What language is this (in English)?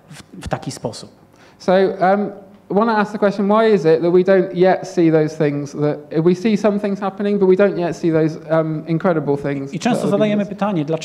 Polish